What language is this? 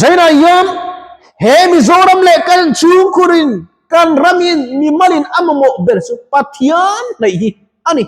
Mizo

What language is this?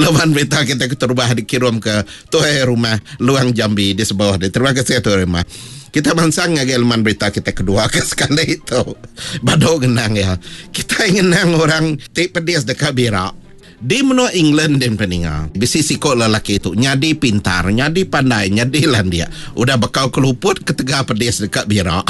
Iban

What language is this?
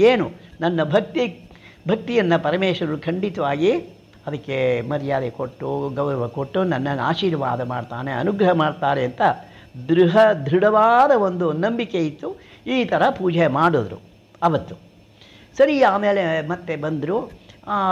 Kannada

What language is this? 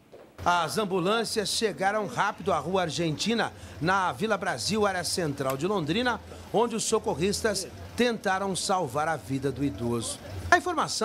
Portuguese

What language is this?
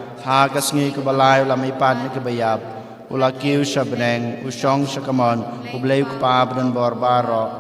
Khasi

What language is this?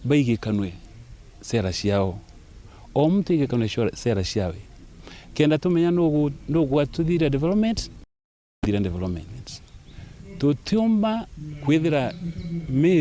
Meru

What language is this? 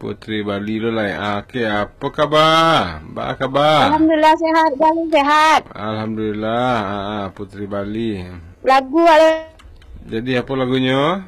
Minangkabau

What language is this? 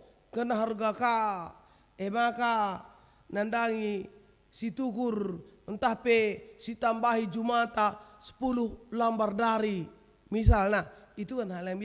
Batak Karo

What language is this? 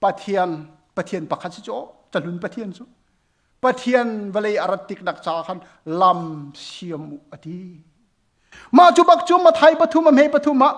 Hakha Chin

